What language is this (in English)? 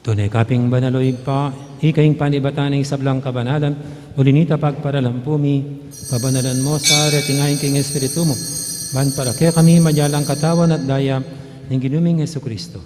Pampanga